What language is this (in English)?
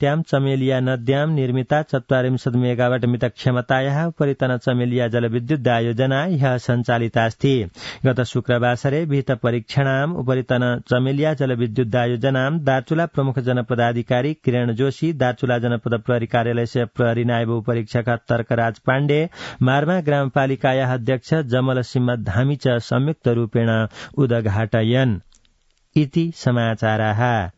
Sanskrit